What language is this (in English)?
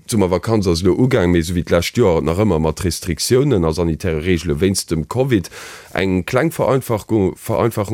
Luxembourgish